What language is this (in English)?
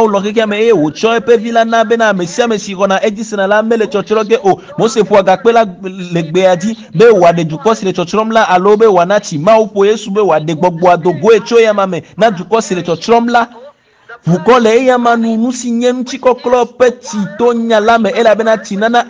Ewe